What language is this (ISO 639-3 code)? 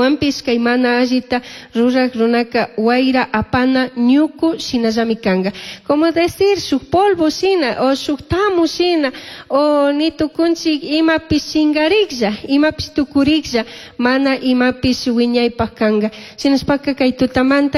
qug